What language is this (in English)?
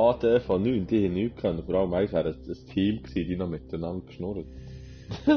Swiss German